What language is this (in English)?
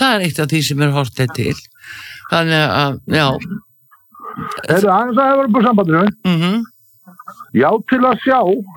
Icelandic